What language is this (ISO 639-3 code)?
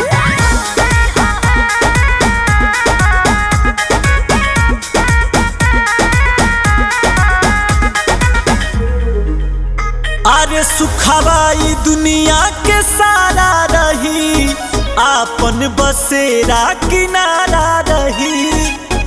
bho